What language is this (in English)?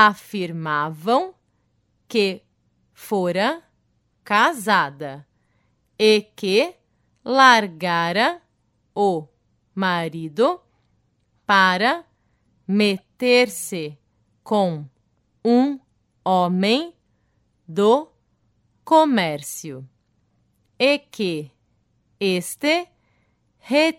Portuguese